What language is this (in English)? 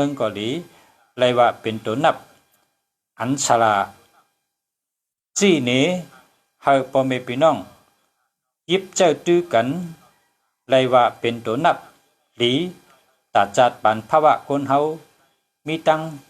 Shan